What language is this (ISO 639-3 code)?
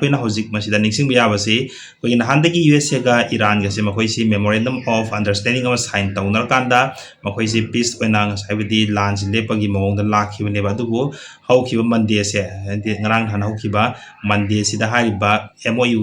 mni